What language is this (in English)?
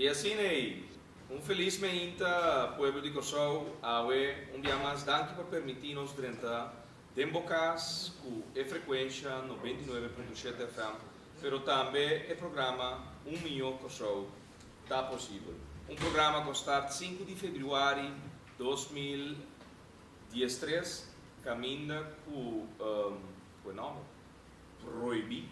Papiamento